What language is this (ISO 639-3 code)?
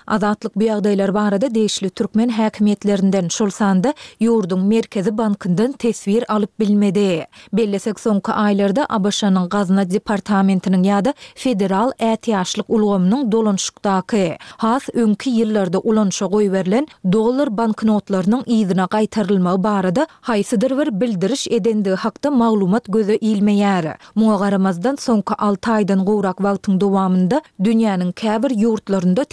tuk